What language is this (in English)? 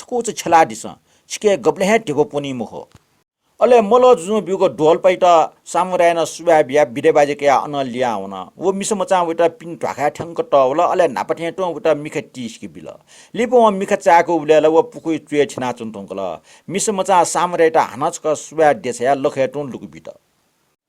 Newari